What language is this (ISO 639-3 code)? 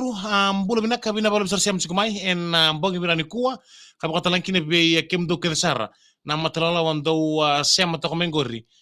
fij